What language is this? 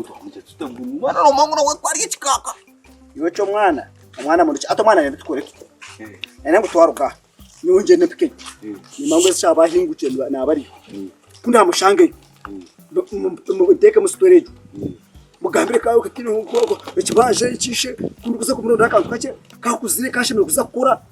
Nyankole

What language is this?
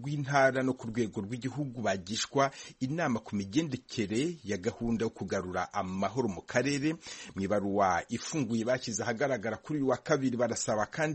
Kinyarwanda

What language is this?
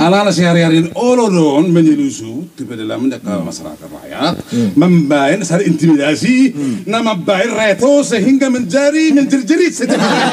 Batak Toba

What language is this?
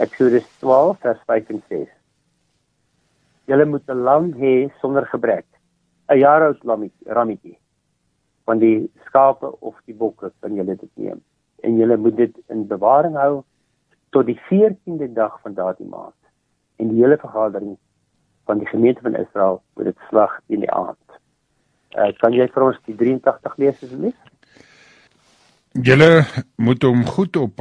Afrikaans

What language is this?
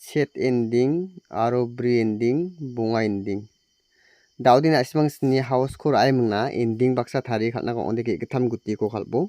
Garo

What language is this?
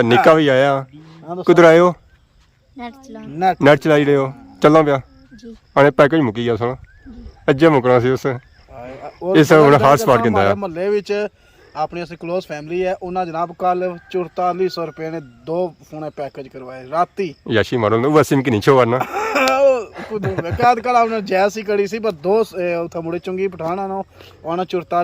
Pahari-Potwari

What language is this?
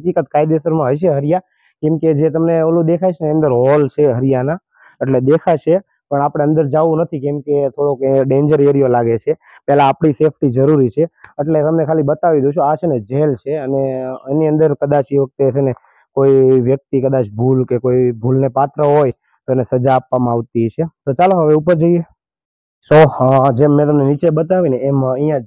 Gujarati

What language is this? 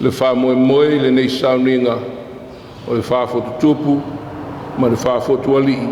Samoan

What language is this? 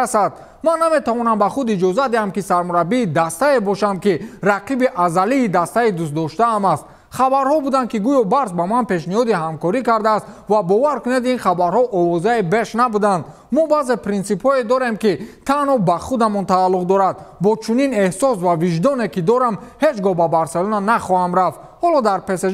Tajik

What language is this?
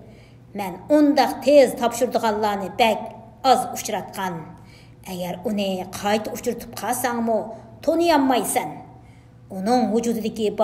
Uyghur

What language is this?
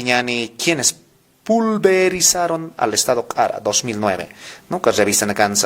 Aymara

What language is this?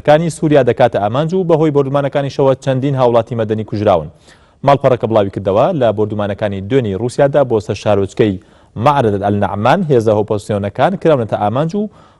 Central Kurdish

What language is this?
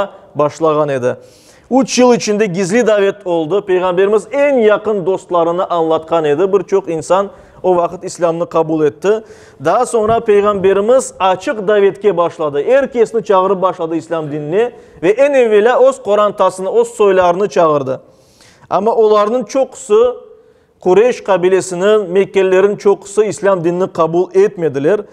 Crimean Tatar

